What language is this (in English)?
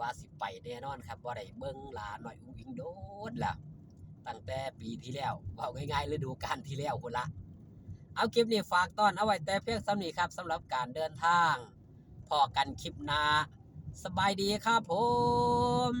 Lao